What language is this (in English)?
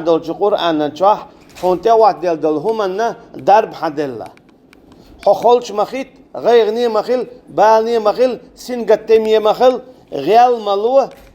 Chechen